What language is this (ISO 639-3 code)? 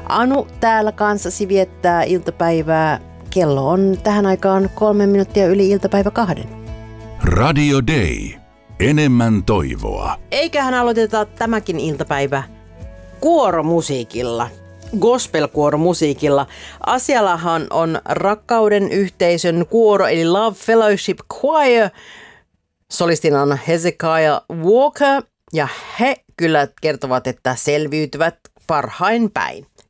fin